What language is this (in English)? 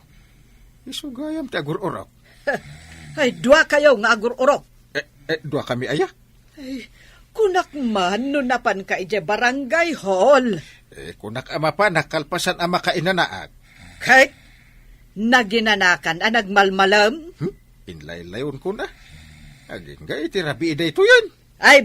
Iloko